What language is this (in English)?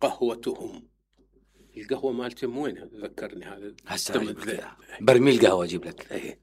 Mesopotamian Arabic